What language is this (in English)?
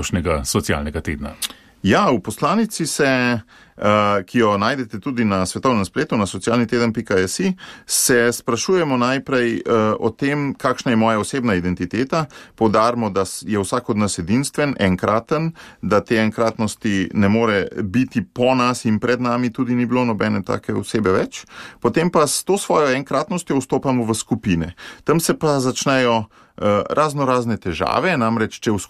Slovenian